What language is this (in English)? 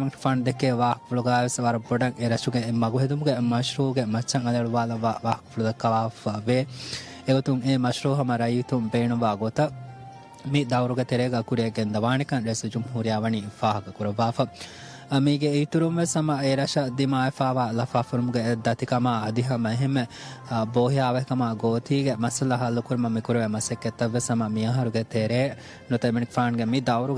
Divehi